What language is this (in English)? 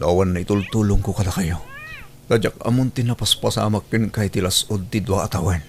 Iloko